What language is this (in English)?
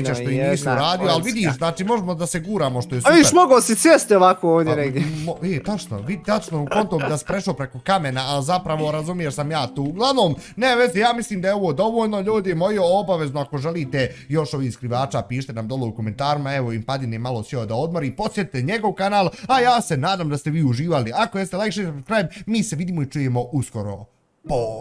Bosnian